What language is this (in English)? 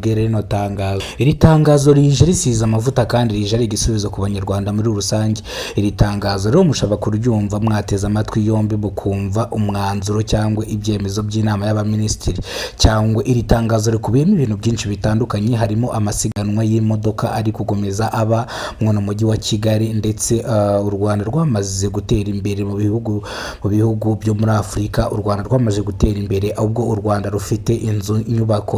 Kinyarwanda